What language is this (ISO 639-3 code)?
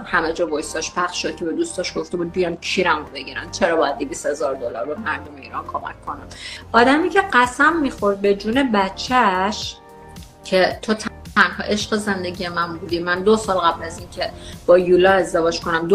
fas